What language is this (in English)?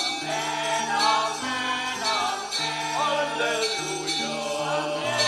Pampanga